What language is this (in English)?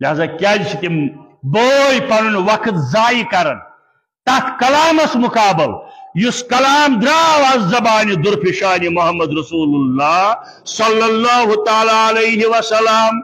Kashmiri